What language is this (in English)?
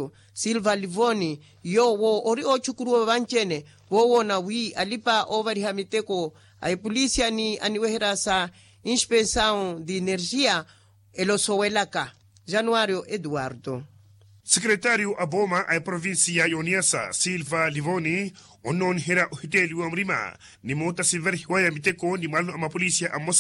Makhuwa